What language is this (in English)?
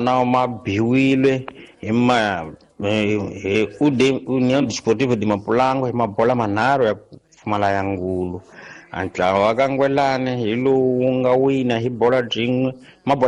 Tsonga